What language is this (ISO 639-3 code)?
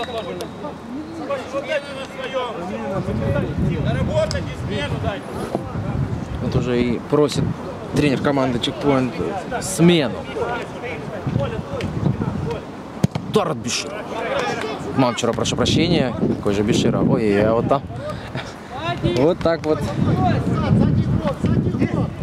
rus